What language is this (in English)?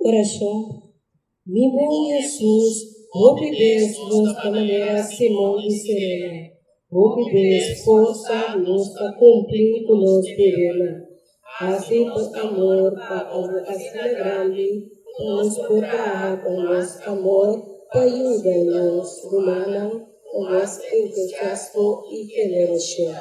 Papiamento